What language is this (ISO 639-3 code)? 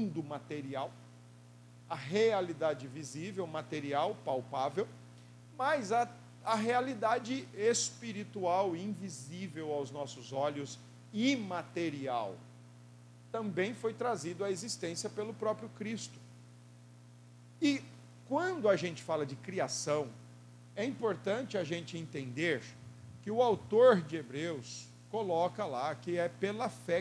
por